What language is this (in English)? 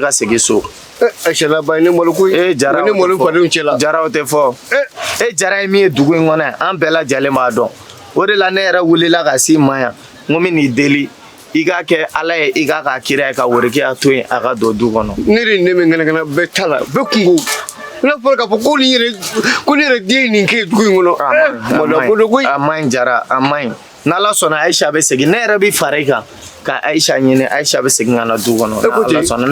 Bambara